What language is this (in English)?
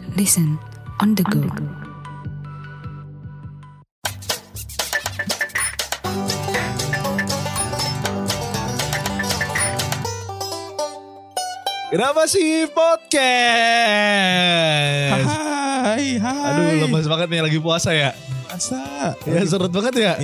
Indonesian